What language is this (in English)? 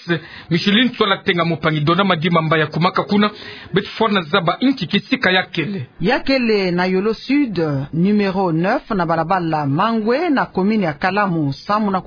Kituba (Democratic Republic of Congo)